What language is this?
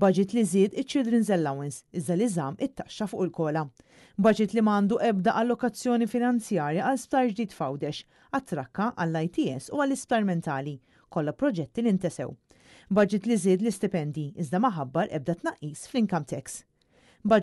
Maltese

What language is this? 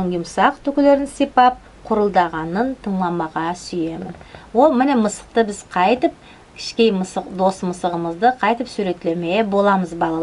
Nogai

